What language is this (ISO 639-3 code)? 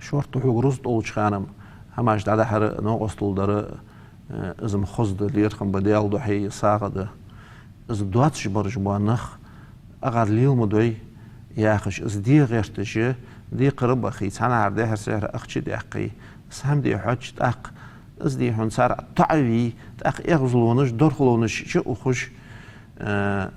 inh